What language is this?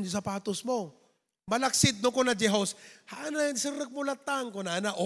Iloko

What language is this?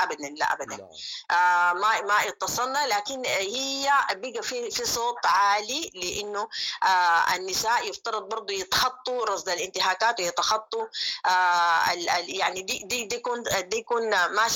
Sudanese Arabic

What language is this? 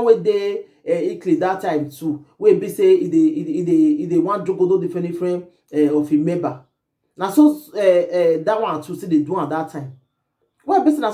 Nigerian Pidgin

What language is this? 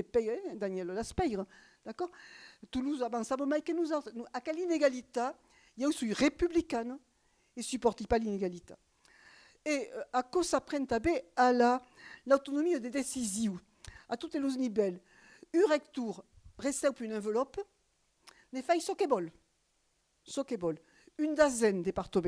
Occitan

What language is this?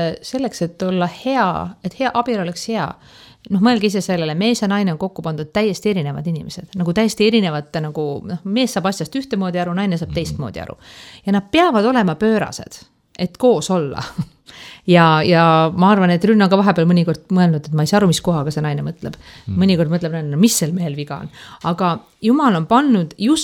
Estonian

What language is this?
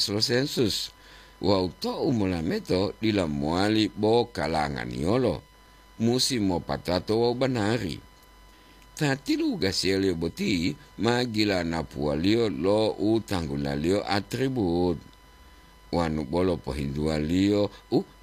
Gorontalo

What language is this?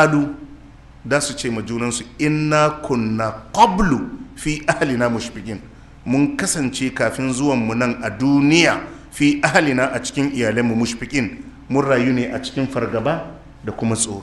Hausa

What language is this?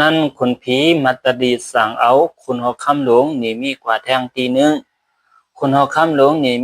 Shan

